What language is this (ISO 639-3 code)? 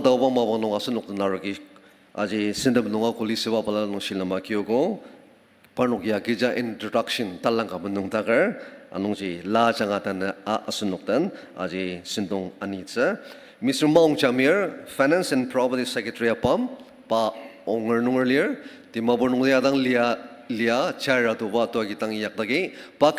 njo